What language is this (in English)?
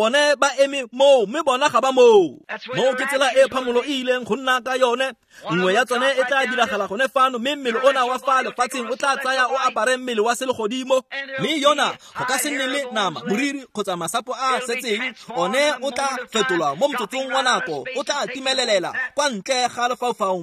Tswana